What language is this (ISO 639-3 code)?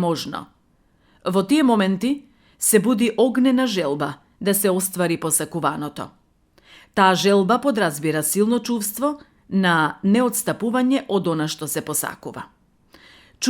mkd